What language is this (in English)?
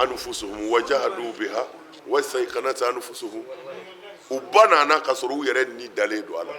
Bambara